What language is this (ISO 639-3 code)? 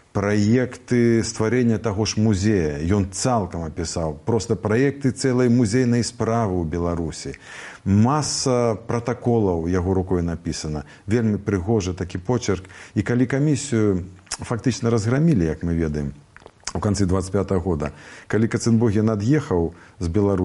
bel